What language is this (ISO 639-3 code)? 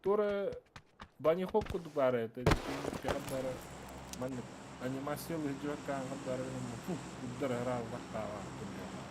sah